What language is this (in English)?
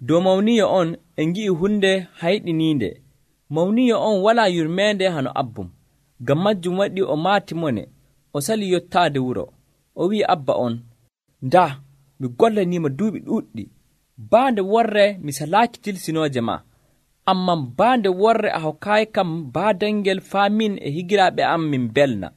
Nigerian Fulfulde